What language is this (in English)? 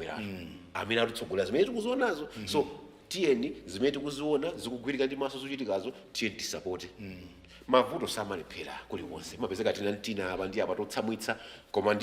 Nyanja